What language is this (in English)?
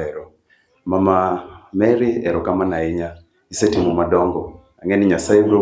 Luo (Kenya and Tanzania)